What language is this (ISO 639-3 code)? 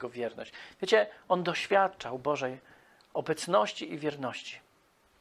pol